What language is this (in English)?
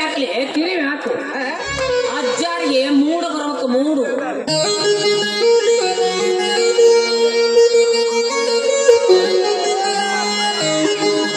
Kannada